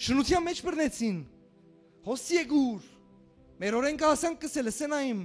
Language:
Western Armenian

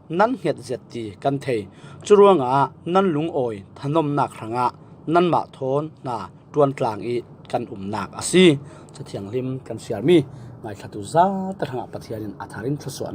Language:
Falam Chin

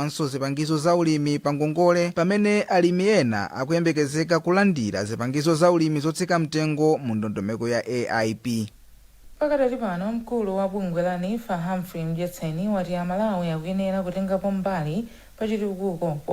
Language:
Nyanja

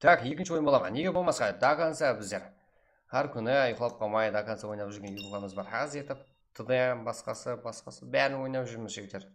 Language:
Kara-Kalpak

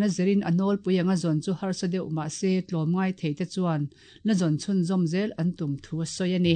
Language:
Mizo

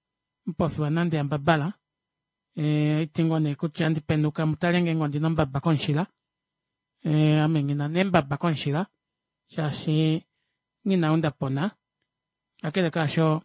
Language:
Kuanyama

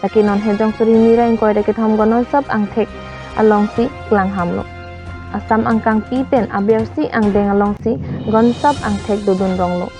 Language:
Karbi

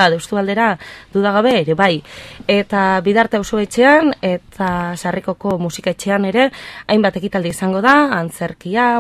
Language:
Basque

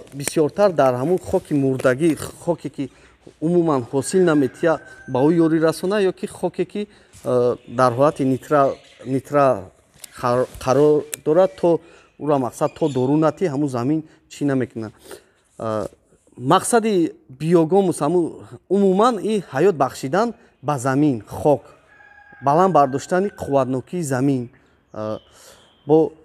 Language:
Tajik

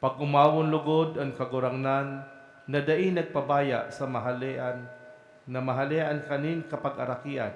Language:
Bikol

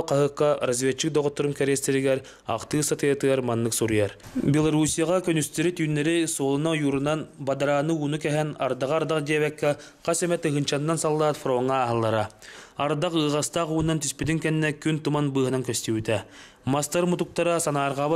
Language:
Yakut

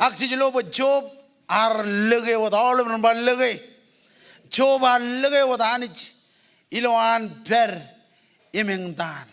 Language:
Marshallese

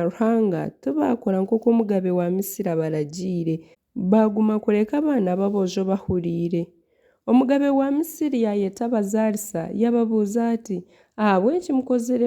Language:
Nyankole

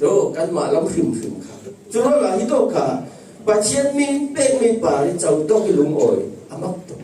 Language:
Falam Chin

